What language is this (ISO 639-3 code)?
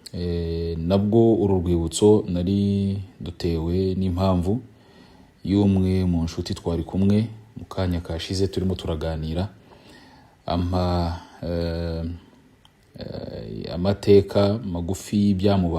kin